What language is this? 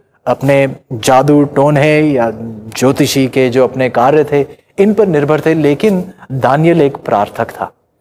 Hindi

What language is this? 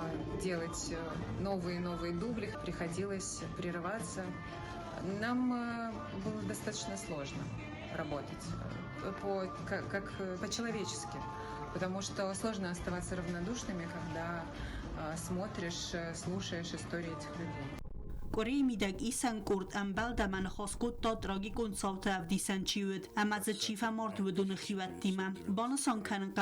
Ossetic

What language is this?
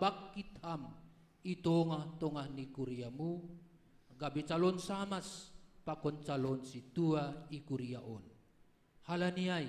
Batak Simalungun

